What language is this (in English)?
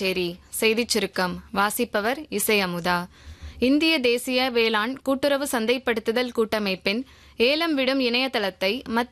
Tamil